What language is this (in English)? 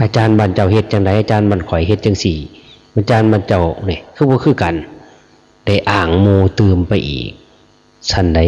Lao